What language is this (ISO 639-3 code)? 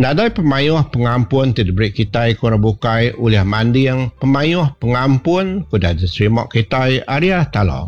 iba